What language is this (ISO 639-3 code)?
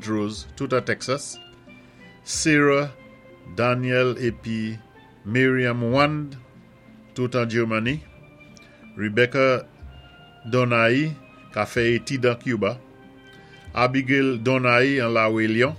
acf